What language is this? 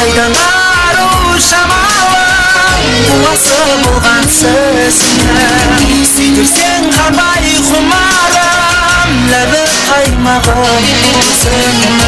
Kara-Kalpak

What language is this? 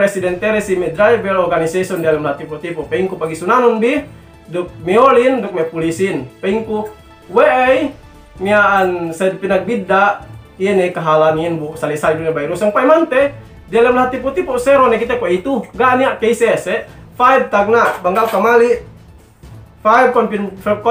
Yakan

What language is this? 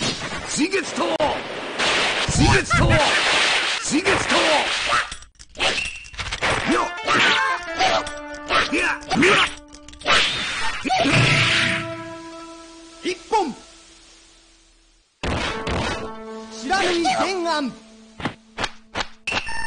Japanese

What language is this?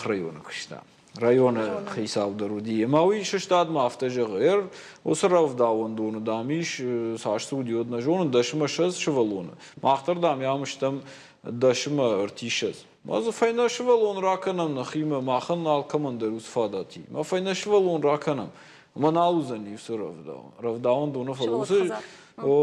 Ossetic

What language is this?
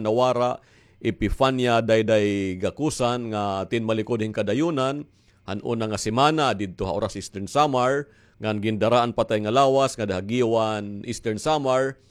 Waray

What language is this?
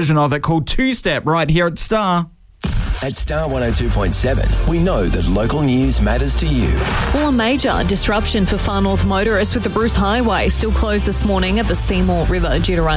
English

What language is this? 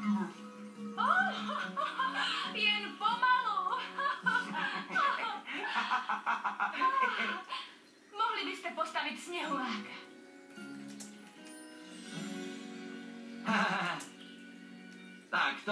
Czech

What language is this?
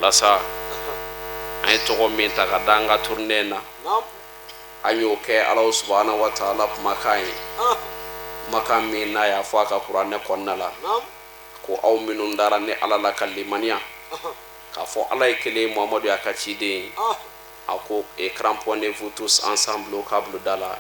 Bambara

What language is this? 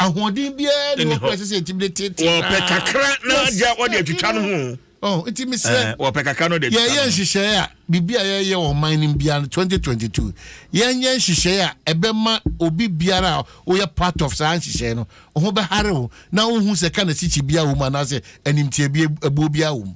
Akan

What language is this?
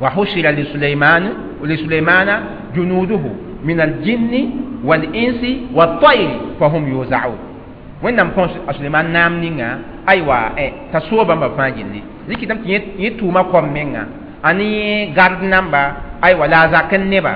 Mossi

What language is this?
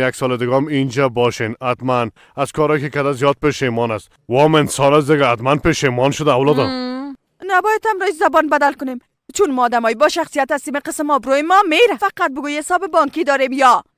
Persian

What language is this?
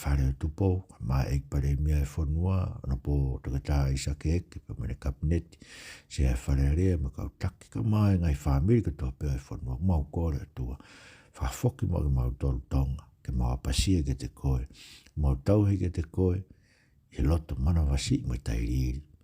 Tongan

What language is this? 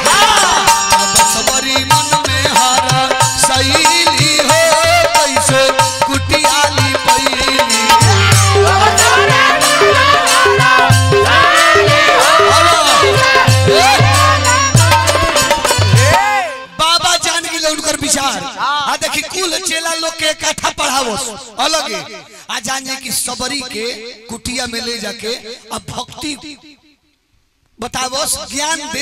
Bhojpuri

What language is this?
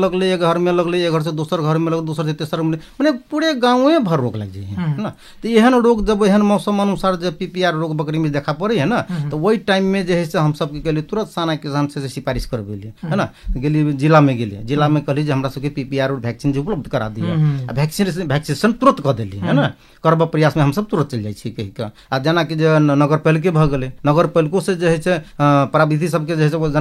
Maithili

